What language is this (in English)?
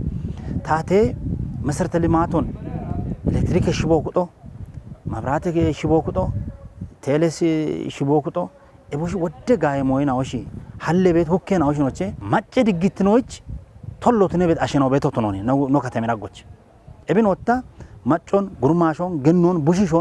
Kafa